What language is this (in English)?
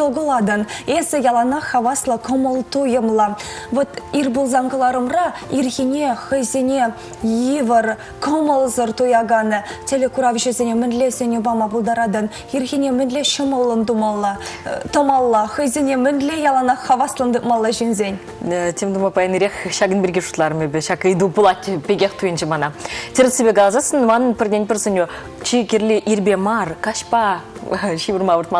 Chuvash